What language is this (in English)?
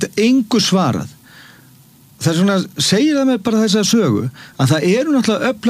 Icelandic